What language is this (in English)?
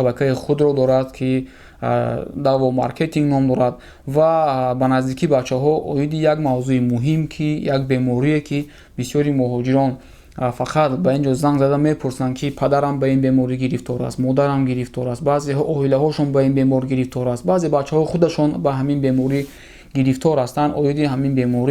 Tajik